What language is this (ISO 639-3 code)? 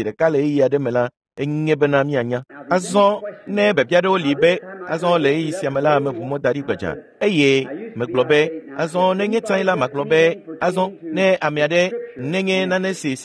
ewe